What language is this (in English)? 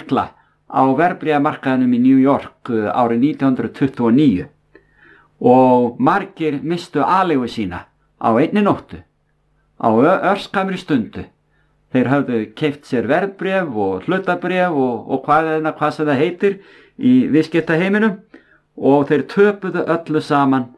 Icelandic